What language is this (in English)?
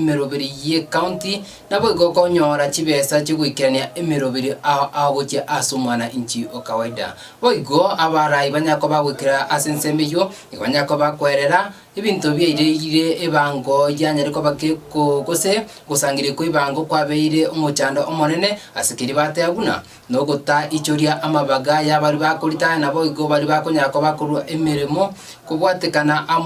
Gusii